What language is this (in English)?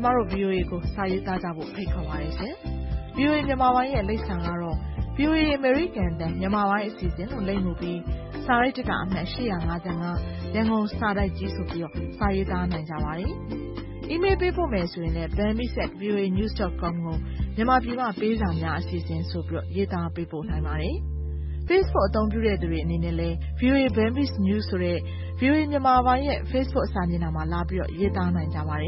Burmese